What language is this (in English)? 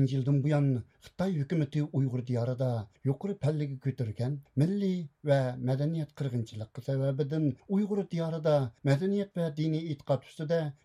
Uyghur